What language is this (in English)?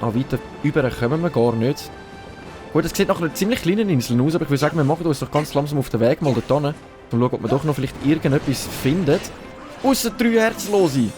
Swiss German